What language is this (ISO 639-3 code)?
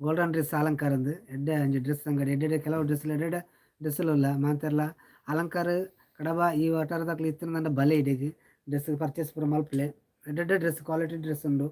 tcy